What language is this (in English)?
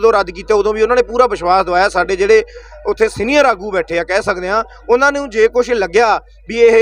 Punjabi